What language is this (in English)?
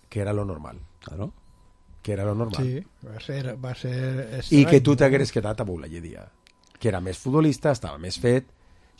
Catalan